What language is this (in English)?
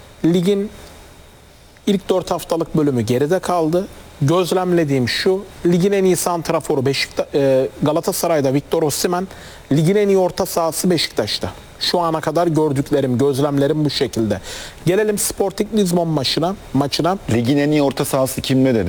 Turkish